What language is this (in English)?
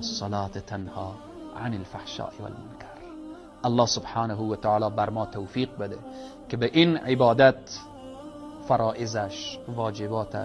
Tajik